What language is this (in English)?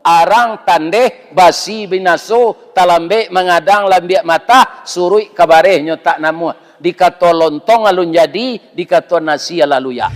Minangkabau